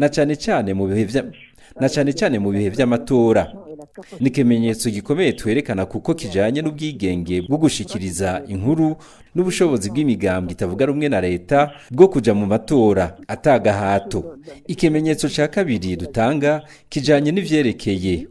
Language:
Rundi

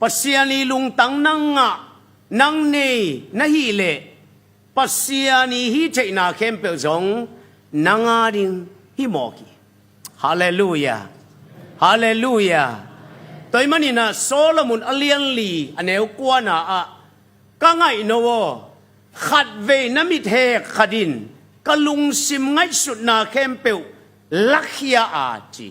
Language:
Tedim Chin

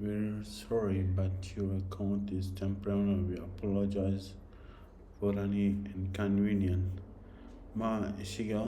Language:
Baluchi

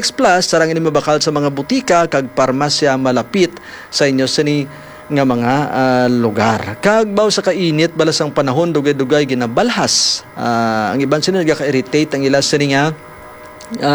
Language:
Hiligaynon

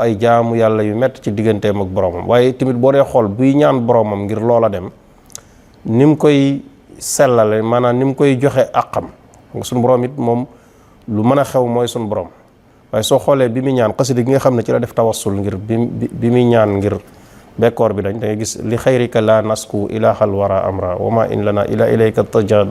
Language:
Wolof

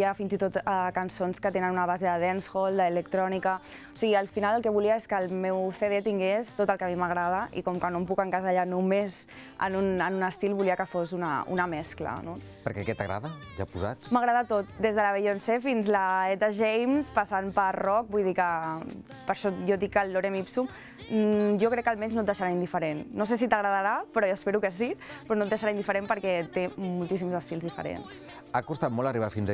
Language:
Catalan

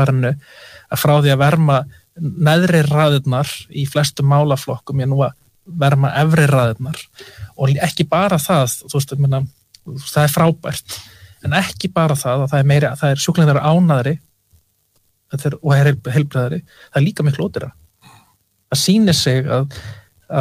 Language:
Icelandic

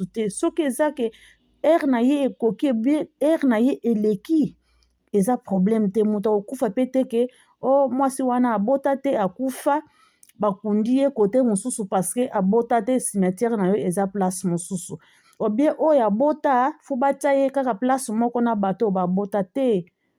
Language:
Lingala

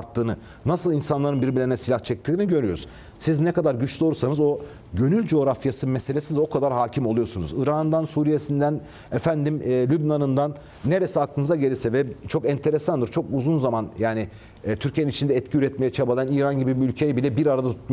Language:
Turkish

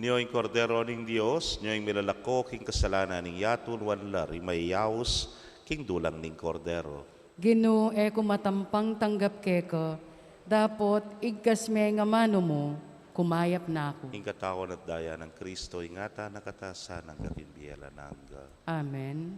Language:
Pampanga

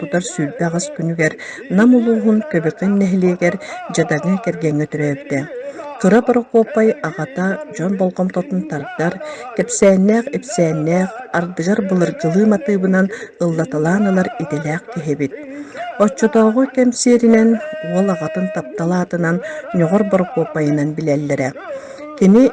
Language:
Yakut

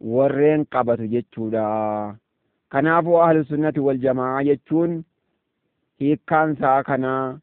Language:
Oromo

